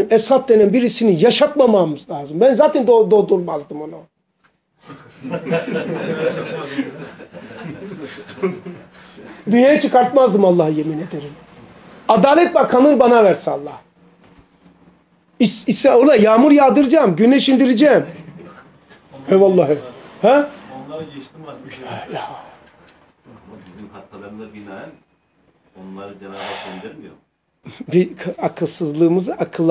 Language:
Turkish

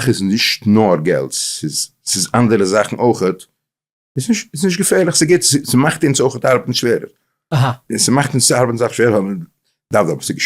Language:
Yiddish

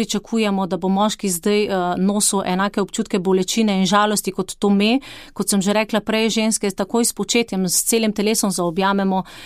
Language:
Slovenian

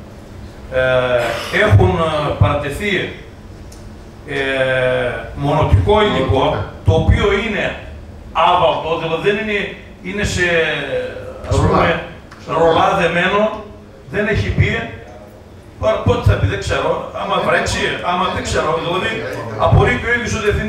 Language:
Greek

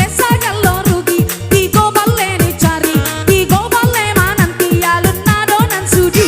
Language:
Minangkabau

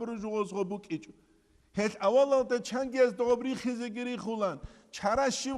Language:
Avaric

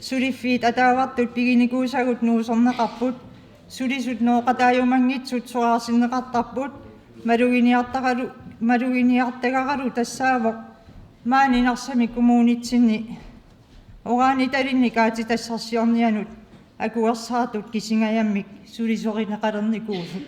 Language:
Kalaallisut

